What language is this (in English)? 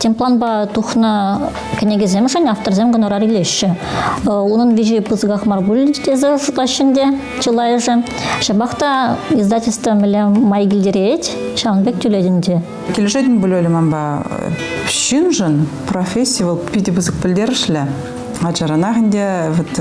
Chuvash